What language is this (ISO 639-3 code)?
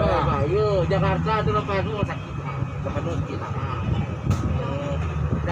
min